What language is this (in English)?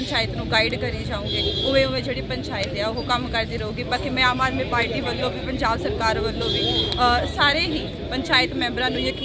Punjabi